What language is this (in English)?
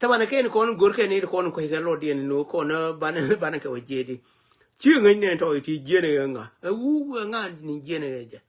Nuer